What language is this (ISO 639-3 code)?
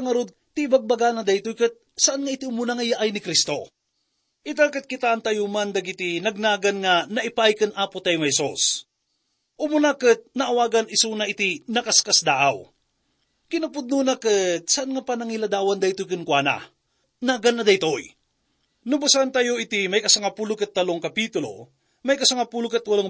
ilo